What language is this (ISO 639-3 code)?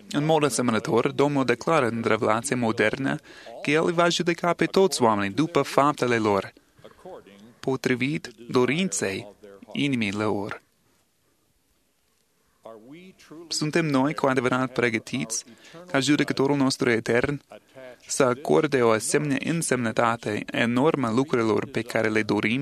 ron